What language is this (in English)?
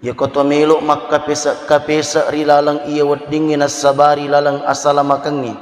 Buginese